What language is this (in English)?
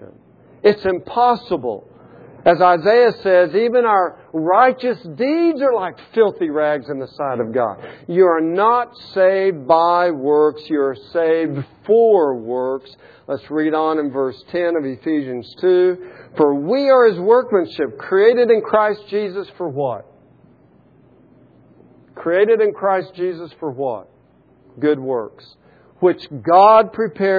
English